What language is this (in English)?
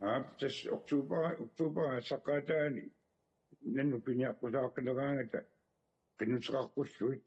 Kalaallisut